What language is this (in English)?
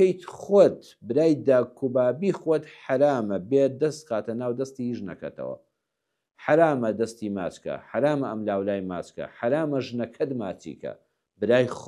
Central Kurdish